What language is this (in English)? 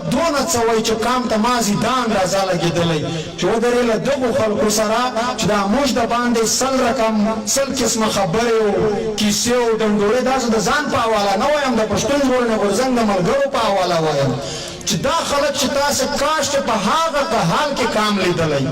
Pashto